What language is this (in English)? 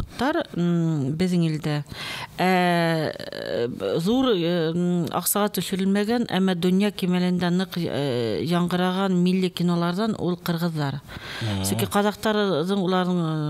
Bashkir